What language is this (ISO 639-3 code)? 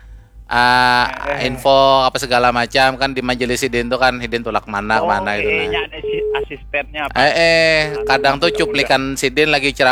bjn